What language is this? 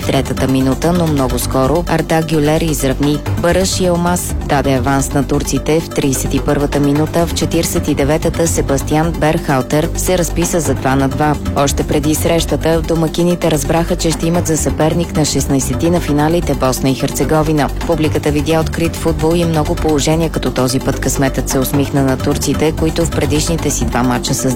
Bulgarian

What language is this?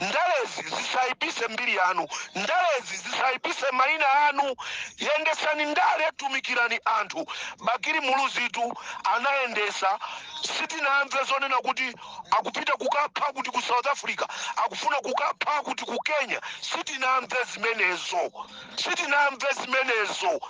Nyanja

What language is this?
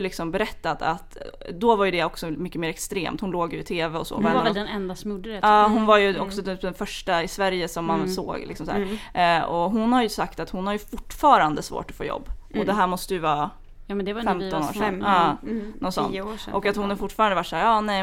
Swedish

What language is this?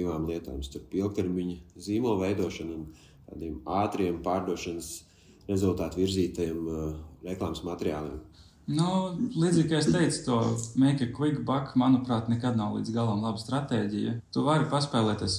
Latvian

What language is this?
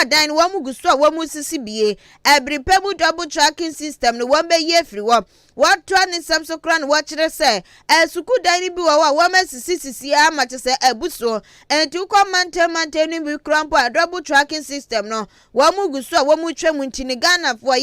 Akan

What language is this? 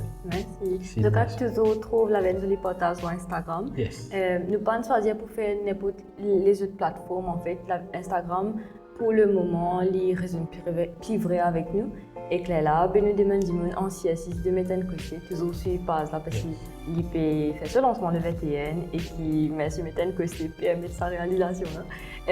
Morisyen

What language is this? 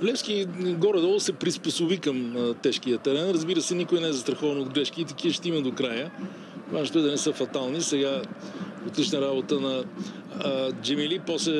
Bulgarian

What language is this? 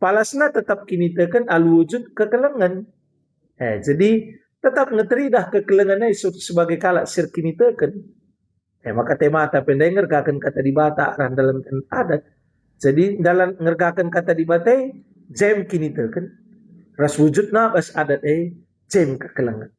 Batak Karo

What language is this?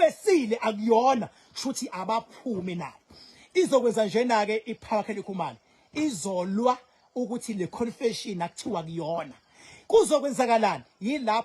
Zulu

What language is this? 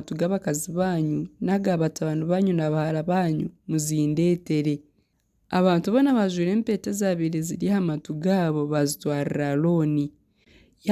Nyankole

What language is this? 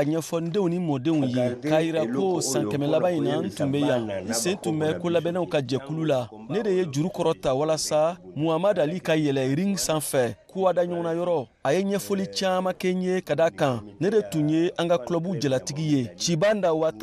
Bambara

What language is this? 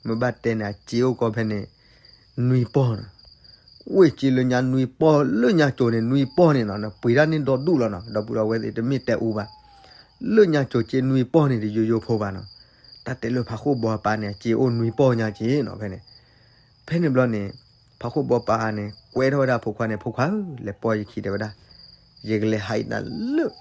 S'gaw Karen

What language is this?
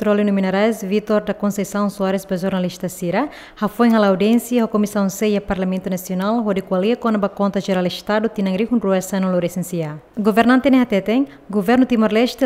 Tetum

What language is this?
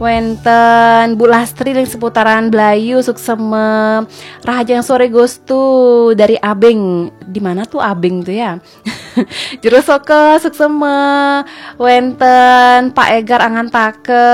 Balinese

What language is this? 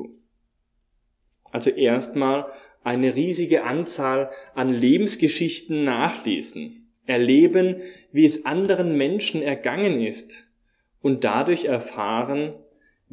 German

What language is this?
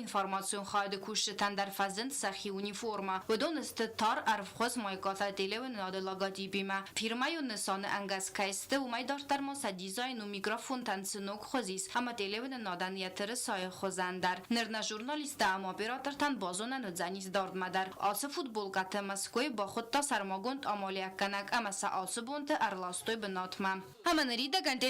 Ossetic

